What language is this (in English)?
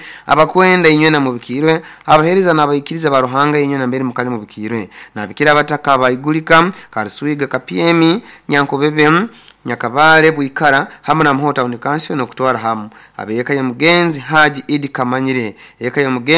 Nyoro